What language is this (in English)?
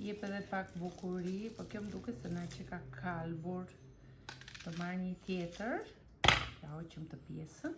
Albanian